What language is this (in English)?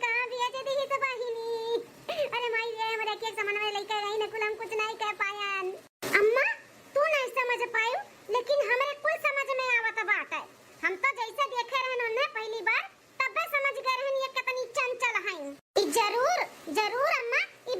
Awadhi